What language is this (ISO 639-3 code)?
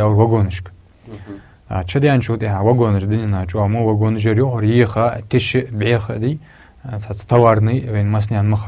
inh